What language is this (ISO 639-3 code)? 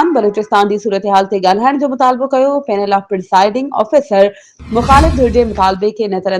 snd